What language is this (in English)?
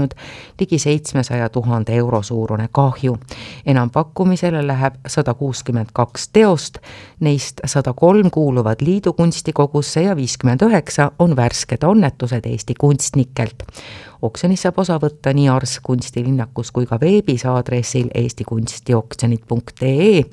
Estonian